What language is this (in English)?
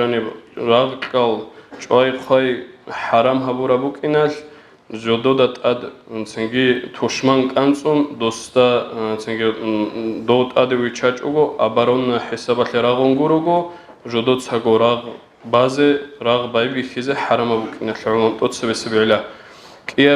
Avaric